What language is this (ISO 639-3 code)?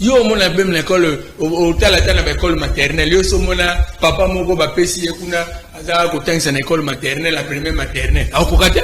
lin